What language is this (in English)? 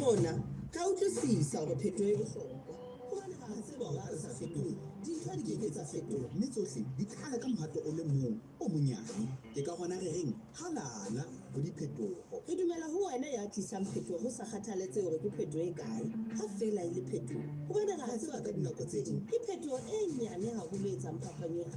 Southern Sotho